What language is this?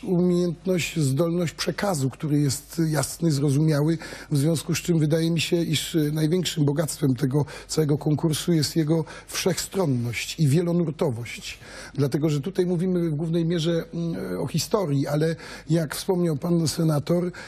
Polish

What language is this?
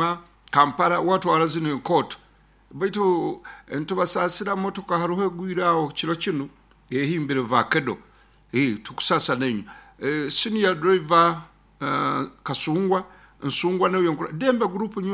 Nyoro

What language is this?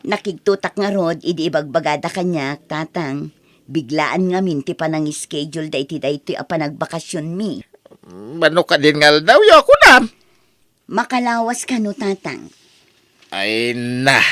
Iloko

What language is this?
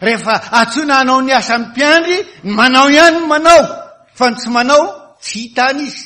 Malagasy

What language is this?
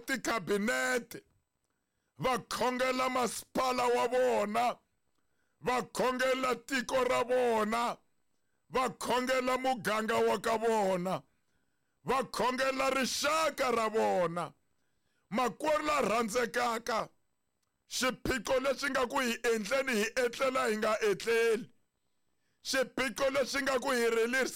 Tsonga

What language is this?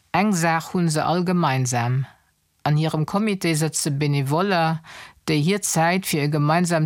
Luxembourgish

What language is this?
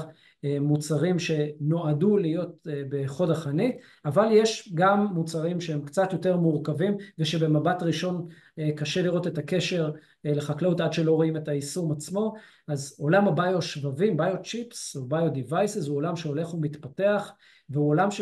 Hebrew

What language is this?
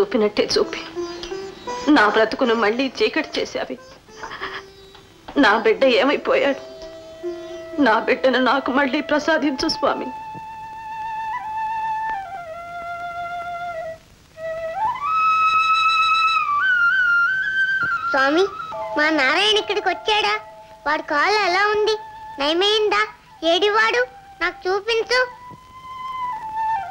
Telugu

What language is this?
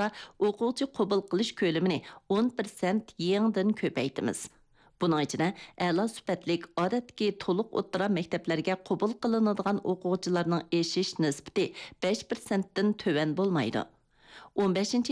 Uyghur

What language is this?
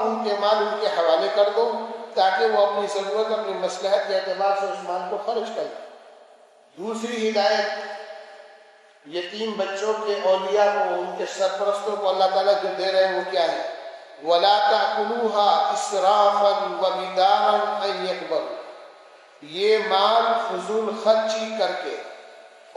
Urdu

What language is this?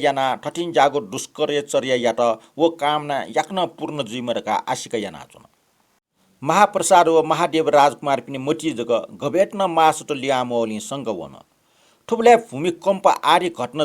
Newari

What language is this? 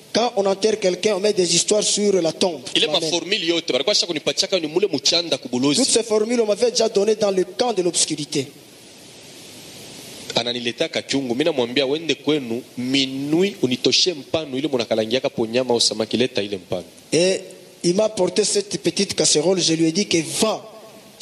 Swahili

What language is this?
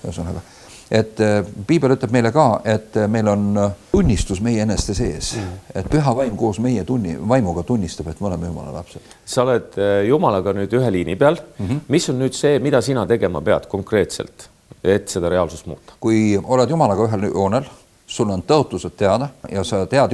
Estonian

